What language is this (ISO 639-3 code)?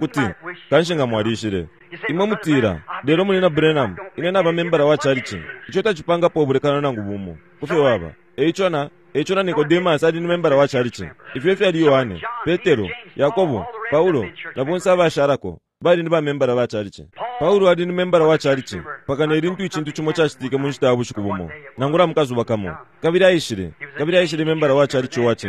bem